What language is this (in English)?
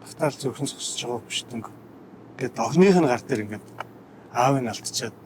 Mongolian